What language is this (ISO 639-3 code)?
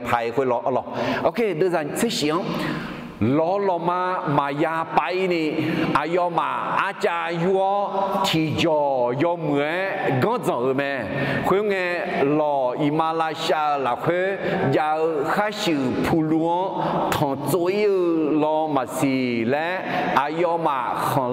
ahk